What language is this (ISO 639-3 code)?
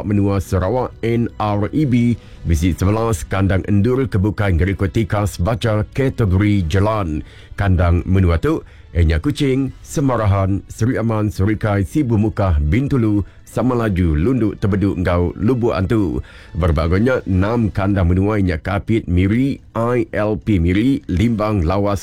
iba